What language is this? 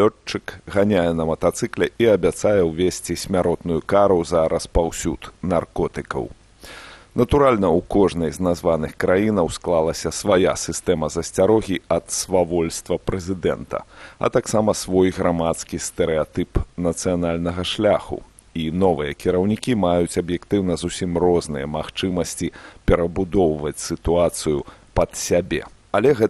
Belarusian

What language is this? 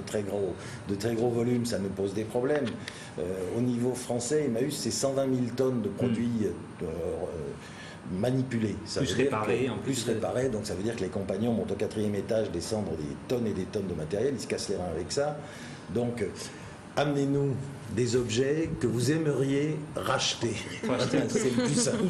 French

